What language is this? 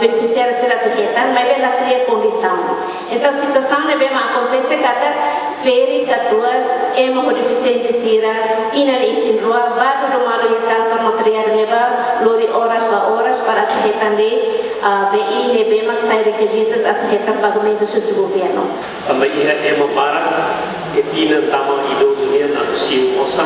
Tetum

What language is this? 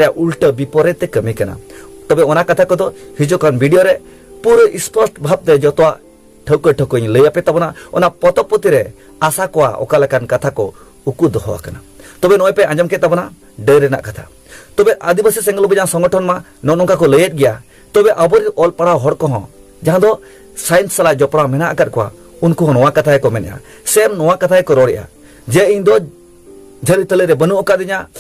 Santali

